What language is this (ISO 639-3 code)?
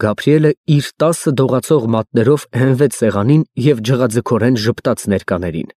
hye